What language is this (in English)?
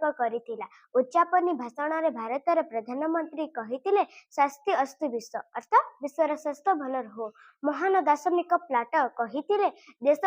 Odia